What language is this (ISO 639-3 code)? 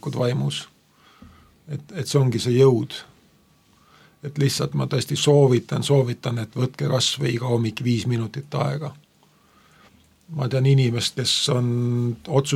est